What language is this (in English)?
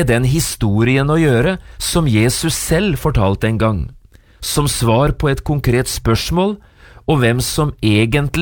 Norwegian